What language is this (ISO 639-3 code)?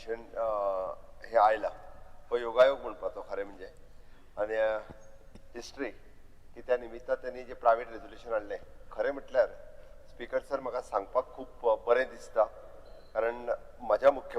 kok